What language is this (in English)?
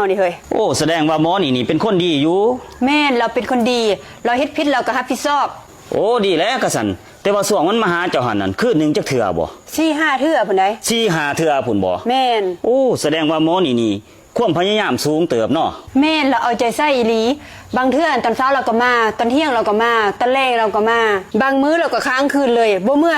Lao